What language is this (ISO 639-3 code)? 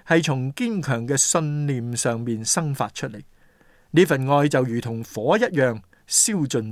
yue